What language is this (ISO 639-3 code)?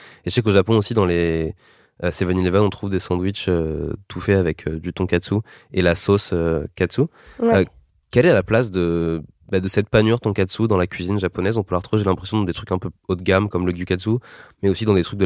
fra